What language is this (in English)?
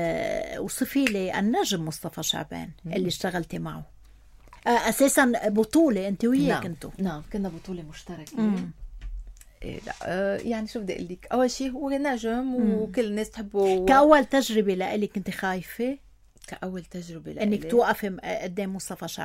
North Levantine Arabic